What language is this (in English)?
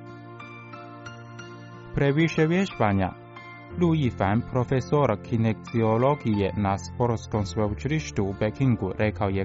Croatian